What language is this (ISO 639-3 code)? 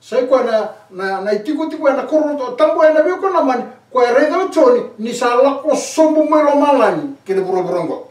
fij